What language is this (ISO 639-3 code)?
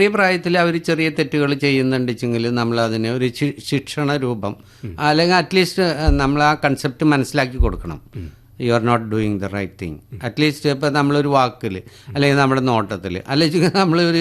mal